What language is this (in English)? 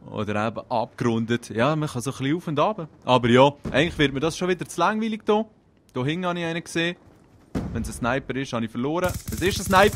Swiss German